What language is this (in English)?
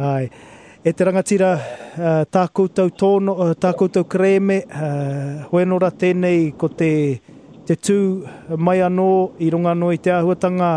Māori